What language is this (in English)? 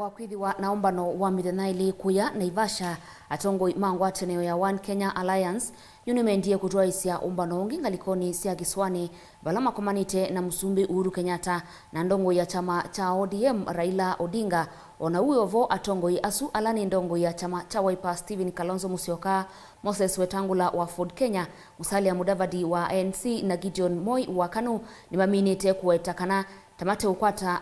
Kamba